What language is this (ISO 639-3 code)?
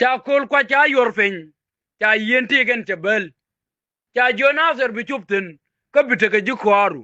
nus